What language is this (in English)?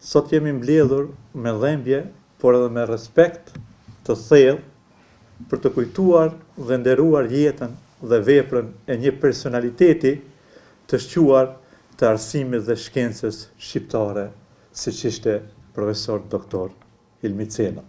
Albanian